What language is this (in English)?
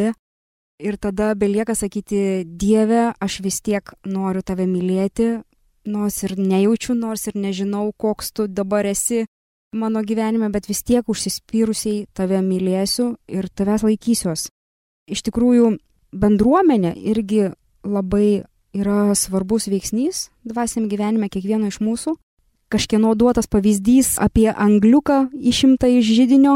Lithuanian